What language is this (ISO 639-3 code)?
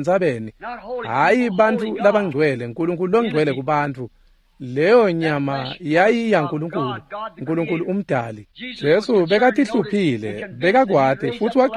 ssw